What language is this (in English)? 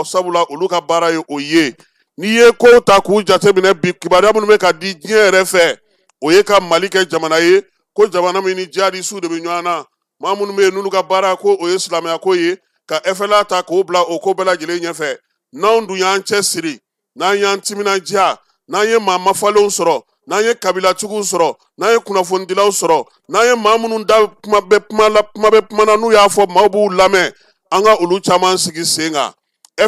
Bambara